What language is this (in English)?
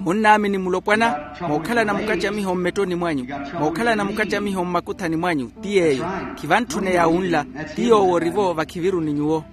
Makhuwa